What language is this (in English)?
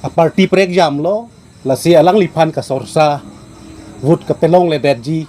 Karbi